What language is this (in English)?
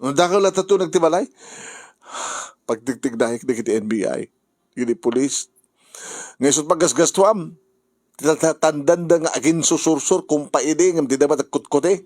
Iloko